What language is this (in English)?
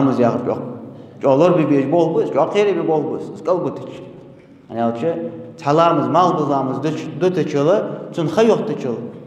Ingush